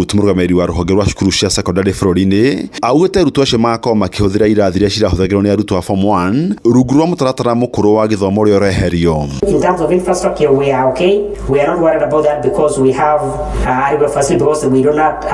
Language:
Kikuyu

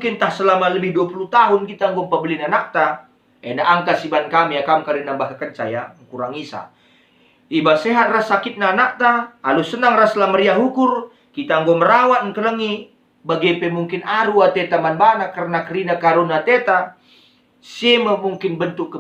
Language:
Batak Karo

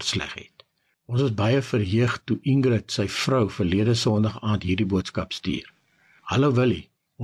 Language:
Afrikaans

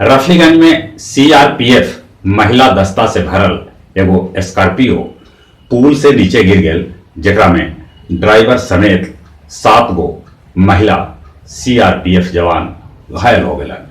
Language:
Magahi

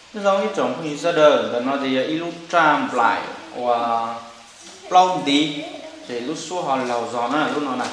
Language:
Hmong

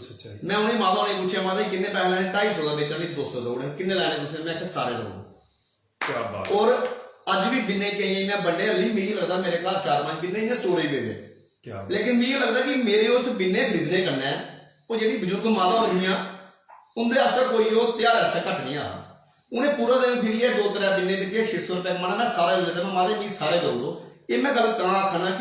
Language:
Dogri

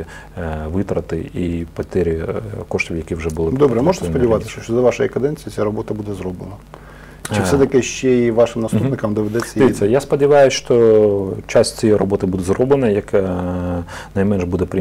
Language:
Ukrainian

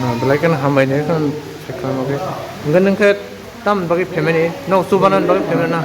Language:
Kok Borok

